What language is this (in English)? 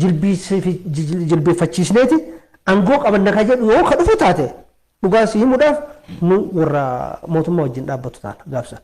Oromo